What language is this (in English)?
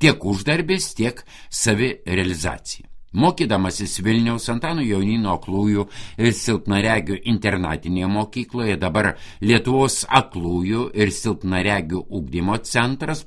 Lithuanian